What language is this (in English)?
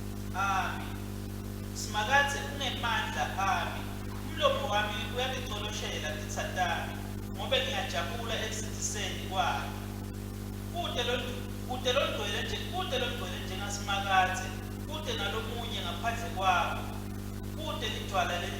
Swati